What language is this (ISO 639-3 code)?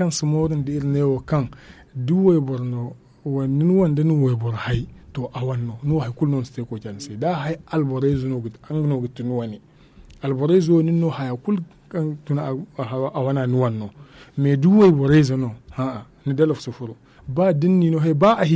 dje